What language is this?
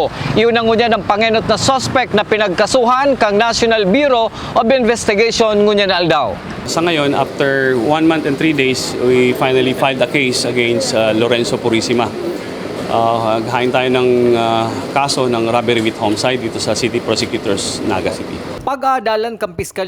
Bikol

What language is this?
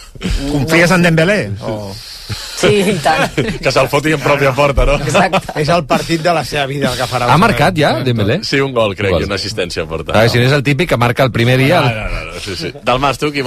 Catalan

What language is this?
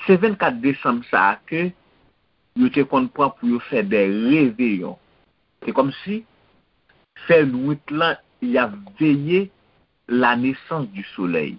Haitian Creole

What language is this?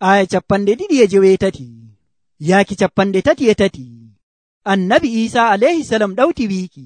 Nigerian Fulfulde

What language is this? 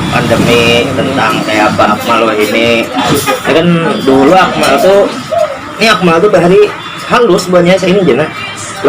Banjar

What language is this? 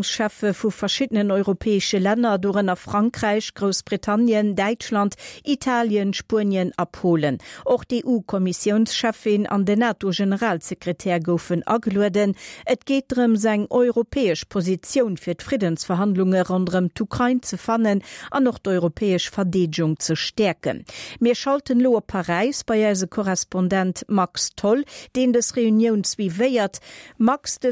Luxembourgish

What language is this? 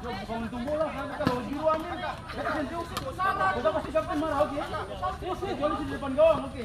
Ambonese Malay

